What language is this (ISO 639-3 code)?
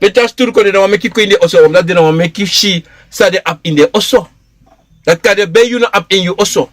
srn